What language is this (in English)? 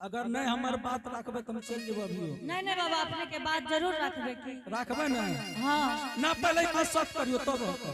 Angika